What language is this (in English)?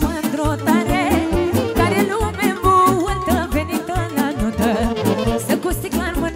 Romanian